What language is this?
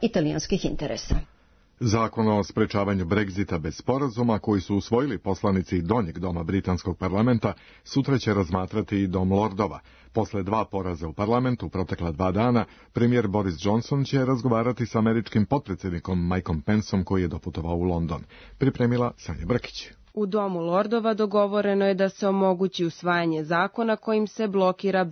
Serbian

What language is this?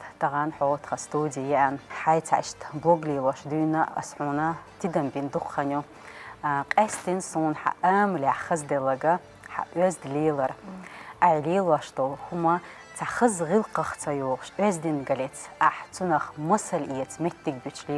Chechen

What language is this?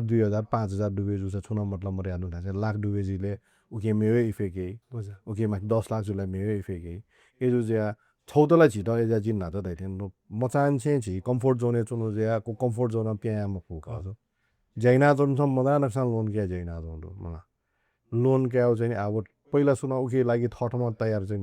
Newari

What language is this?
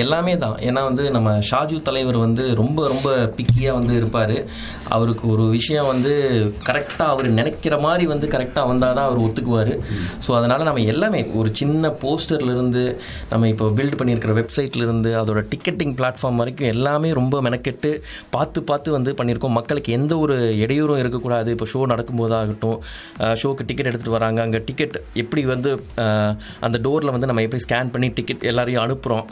Tamil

